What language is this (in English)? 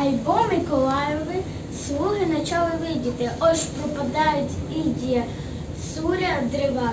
Rusyn